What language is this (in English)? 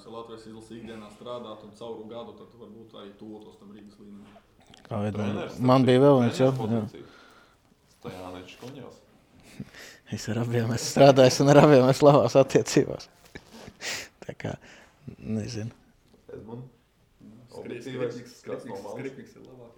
Latvian